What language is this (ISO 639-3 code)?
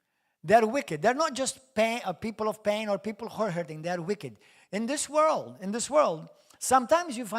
eng